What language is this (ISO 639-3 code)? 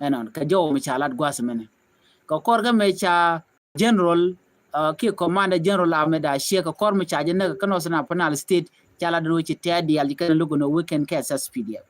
nus